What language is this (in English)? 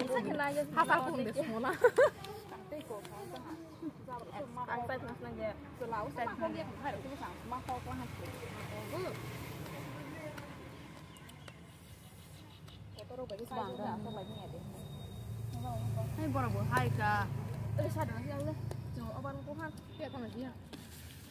Malay